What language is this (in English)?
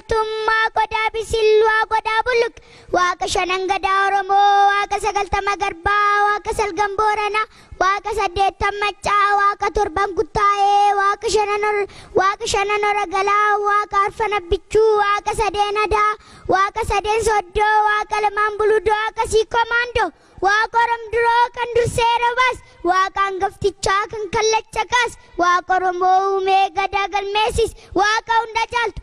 Oromo